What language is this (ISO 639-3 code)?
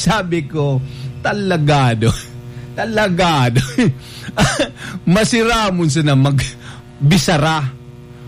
bik